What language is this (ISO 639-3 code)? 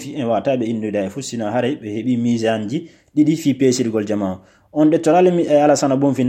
ful